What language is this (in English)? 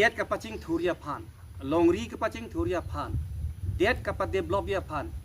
Karbi